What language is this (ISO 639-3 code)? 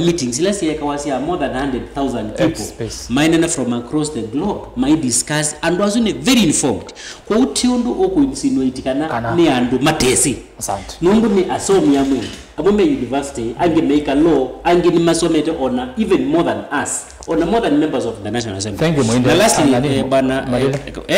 kam